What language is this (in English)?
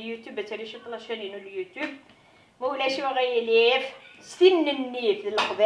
Kabyle